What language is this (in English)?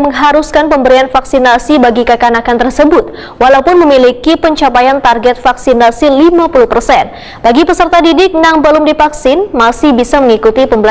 Banjar